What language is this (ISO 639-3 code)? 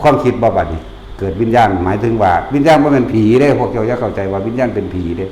tts